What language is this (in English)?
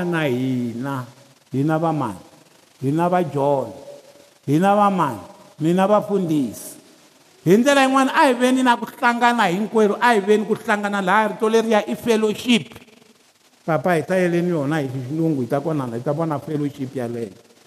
Tsonga